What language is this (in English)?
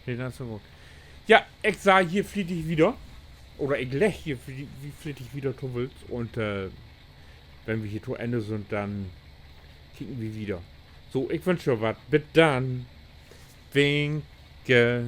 Low German